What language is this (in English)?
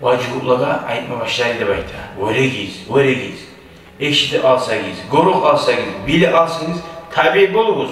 Kumyk